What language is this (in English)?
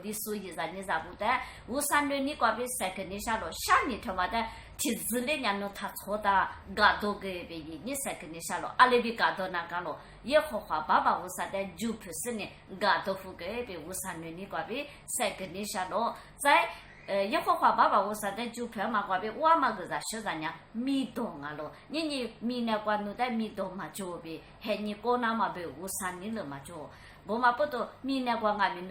Lisu